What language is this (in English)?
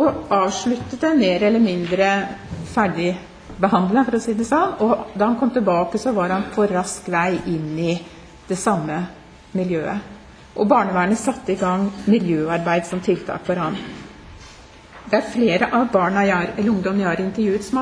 Norwegian